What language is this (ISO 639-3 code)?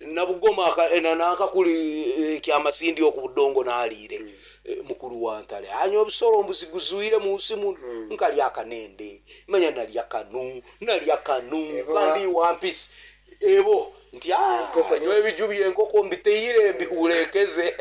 nyn